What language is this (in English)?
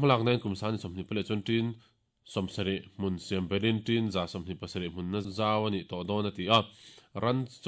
Mizo